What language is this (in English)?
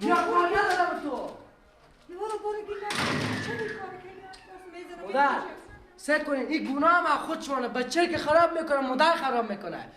Persian